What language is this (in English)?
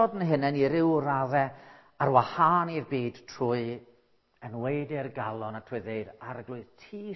Welsh